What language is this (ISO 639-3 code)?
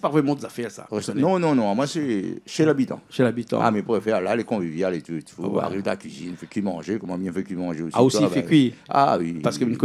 rcf